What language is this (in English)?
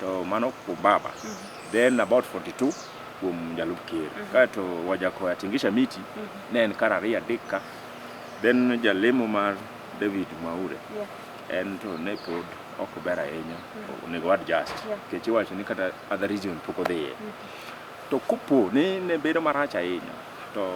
Luo (Kenya and Tanzania)